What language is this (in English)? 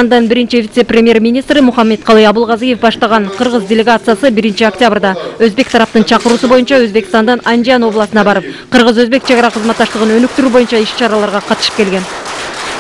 Kyrgyz